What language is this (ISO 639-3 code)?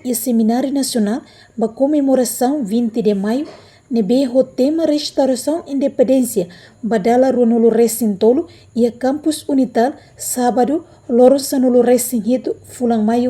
tet